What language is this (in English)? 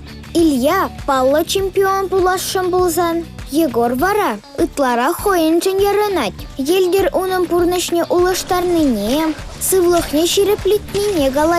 Chuvash